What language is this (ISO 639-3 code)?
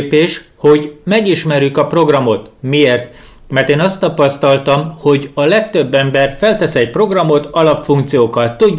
hun